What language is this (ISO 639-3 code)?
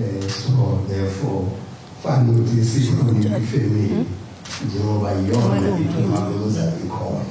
zul